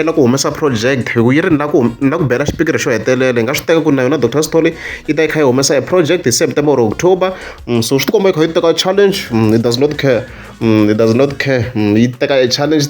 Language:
Tsonga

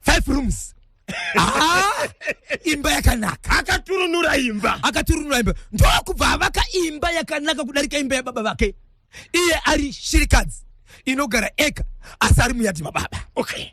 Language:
Shona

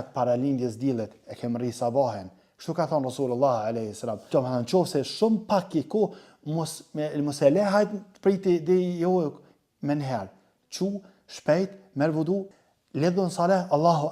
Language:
Albanian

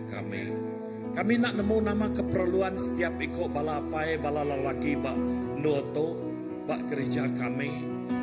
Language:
Iban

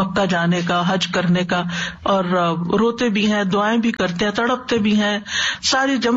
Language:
Urdu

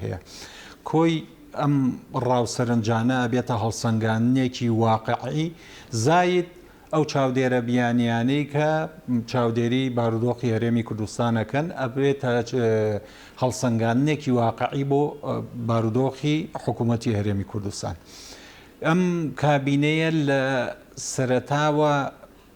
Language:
Central Kurdish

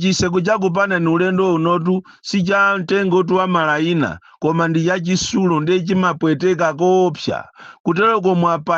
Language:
Nyanja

